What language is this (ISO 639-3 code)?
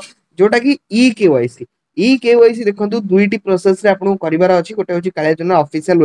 ori